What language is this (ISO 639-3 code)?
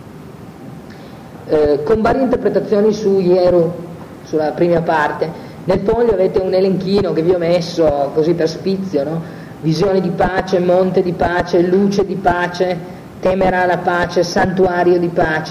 ita